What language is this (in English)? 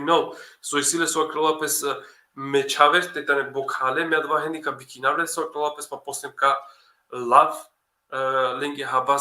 Balkan Romani